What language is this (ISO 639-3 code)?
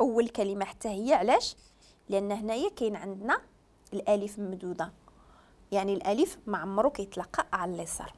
ary